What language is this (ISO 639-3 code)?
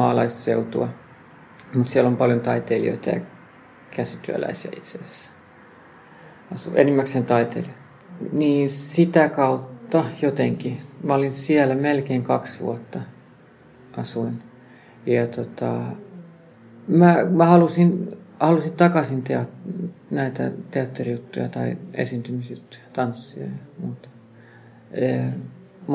fin